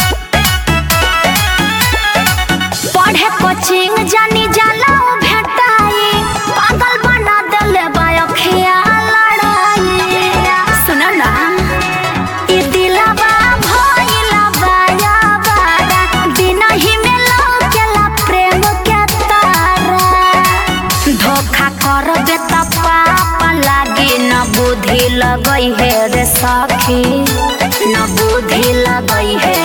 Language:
Bhojpuri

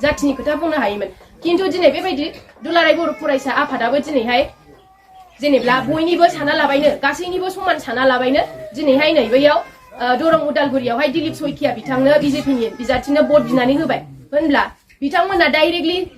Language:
Bodo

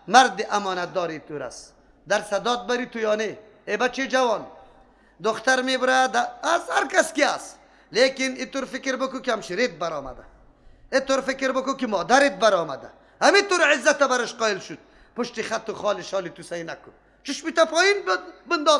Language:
Persian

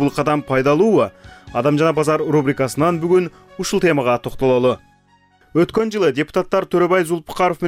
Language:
Kyrgyz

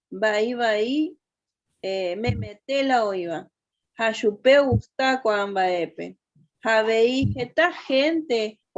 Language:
Guarani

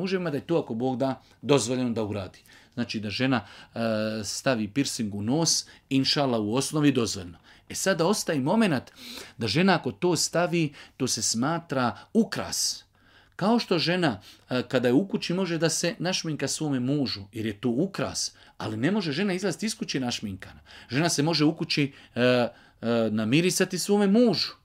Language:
Bosnian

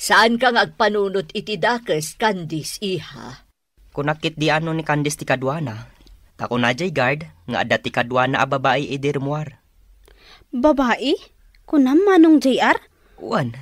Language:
Iloko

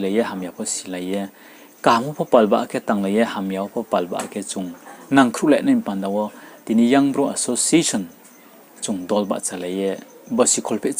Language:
Riang (India)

